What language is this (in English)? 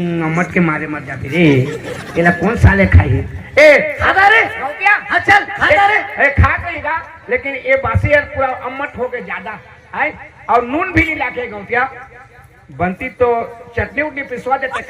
Chhattisgarhi